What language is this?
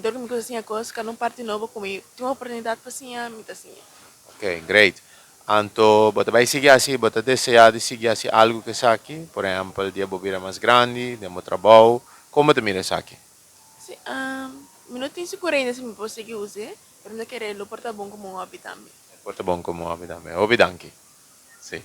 Papiamento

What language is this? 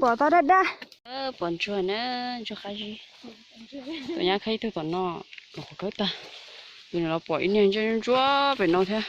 Hmong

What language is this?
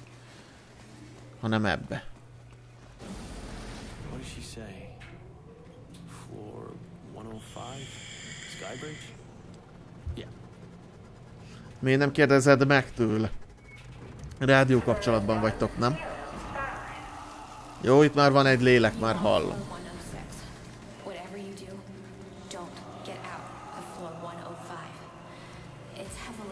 Hungarian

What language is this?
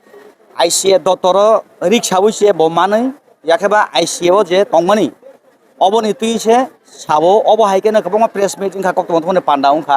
Kok Borok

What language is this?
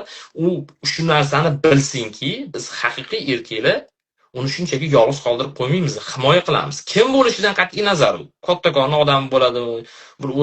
Uzbek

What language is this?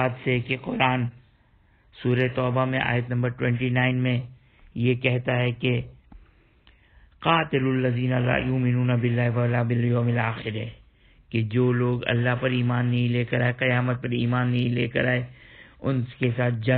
Urdu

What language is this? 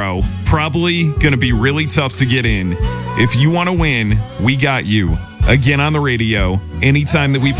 English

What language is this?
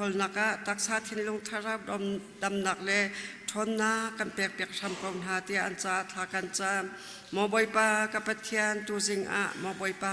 Hakha Chin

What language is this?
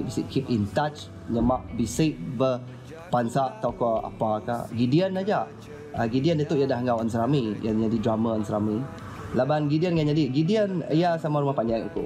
Iban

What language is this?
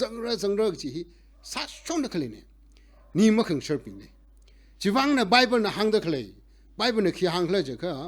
Tangkhul Naga (India)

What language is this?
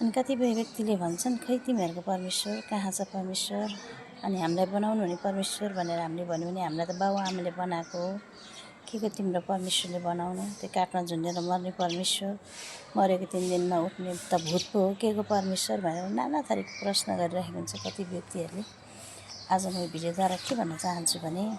Nepali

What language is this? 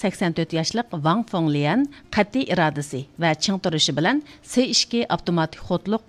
Uyghur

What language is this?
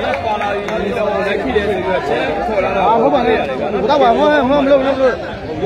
Burmese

